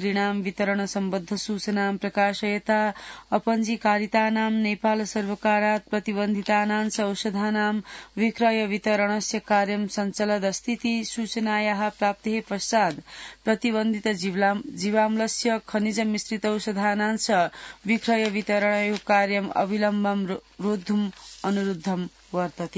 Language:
Sanskrit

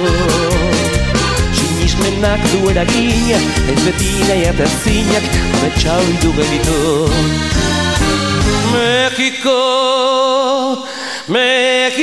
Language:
Basque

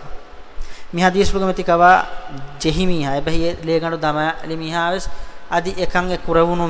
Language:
Divehi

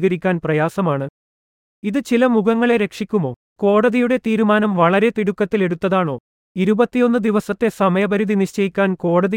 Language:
Malayalam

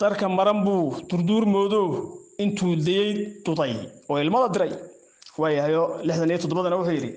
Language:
Somali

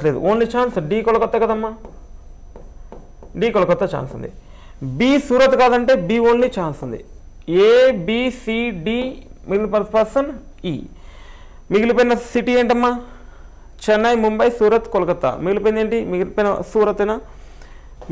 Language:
Telugu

